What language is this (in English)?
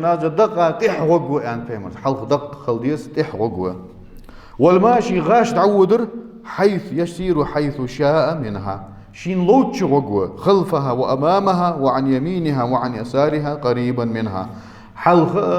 Ingush